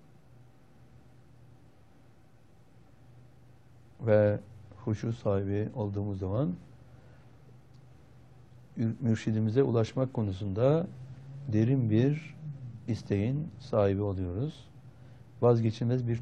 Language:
Turkish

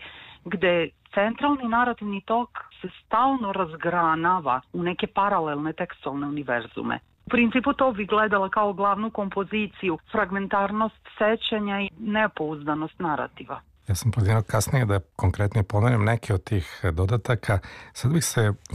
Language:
Serbian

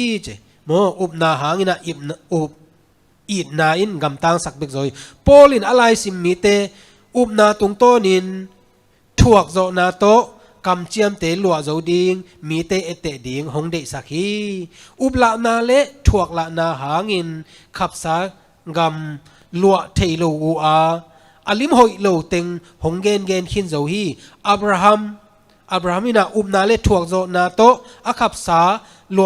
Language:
Tedim Chin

